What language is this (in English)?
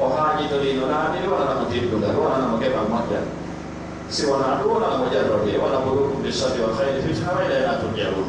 Fula